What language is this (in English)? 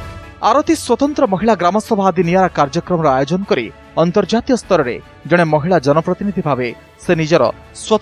Odia